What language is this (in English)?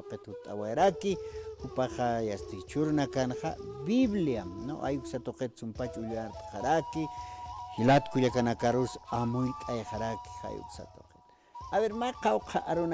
Aymara